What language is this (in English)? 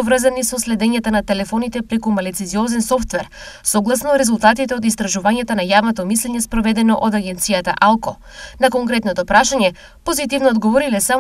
Macedonian